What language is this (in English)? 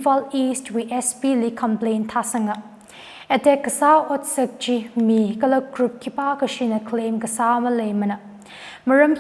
Tangkhul Naga (India)